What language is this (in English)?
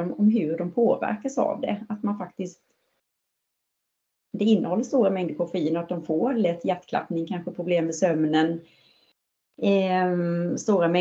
Swedish